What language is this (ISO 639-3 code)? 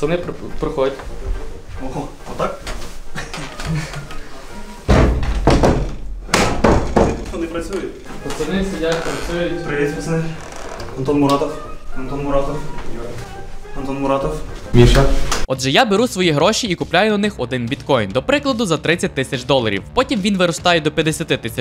ukr